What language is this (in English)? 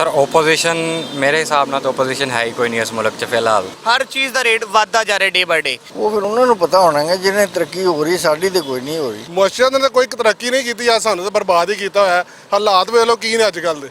Western Panjabi